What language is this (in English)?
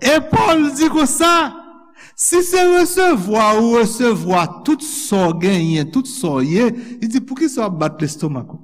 Haitian Creole